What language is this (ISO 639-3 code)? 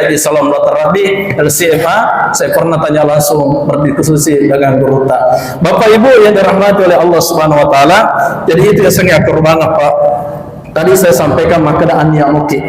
bug